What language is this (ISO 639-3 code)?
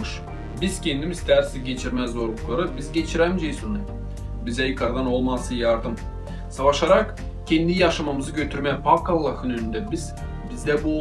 gag